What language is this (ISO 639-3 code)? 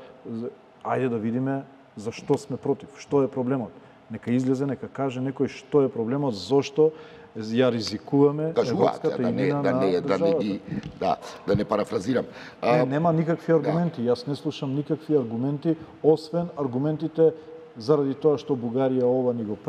mkd